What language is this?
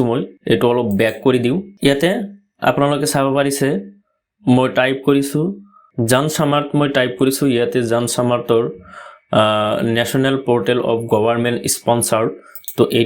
Assamese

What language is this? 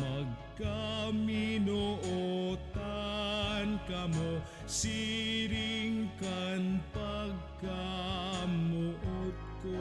Bikol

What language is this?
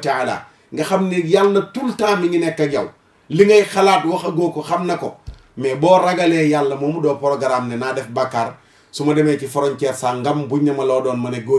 Wolof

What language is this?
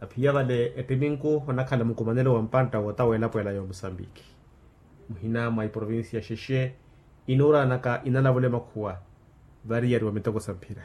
Makhuwa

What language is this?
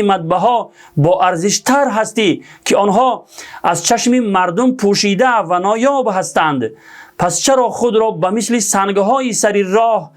Tajik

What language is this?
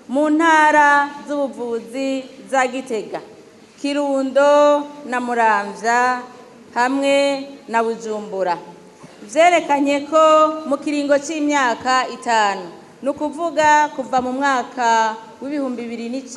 Rundi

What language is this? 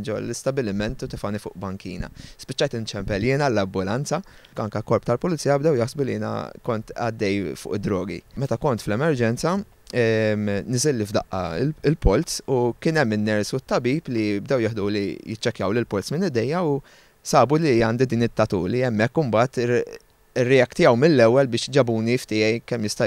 Maltese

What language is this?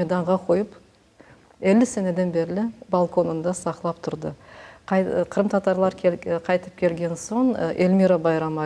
Crimean Tatar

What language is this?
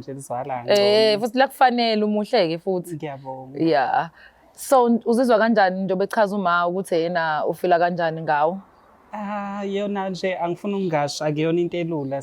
Zulu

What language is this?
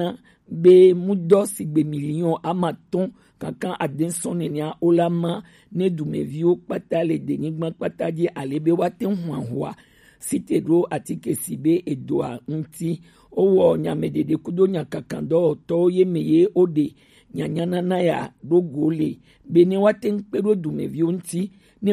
Gen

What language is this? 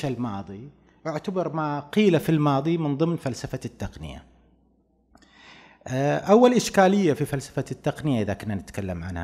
Arabic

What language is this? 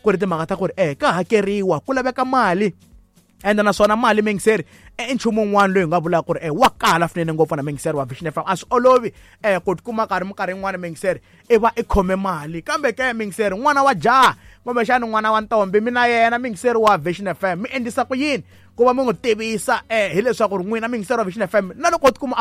Tsonga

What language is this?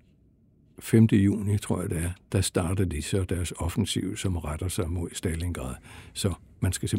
Danish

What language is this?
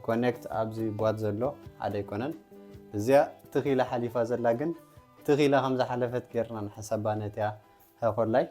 Tigrinya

